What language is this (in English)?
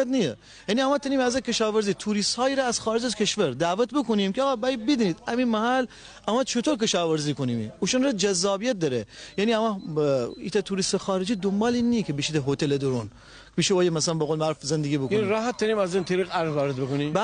Gilaki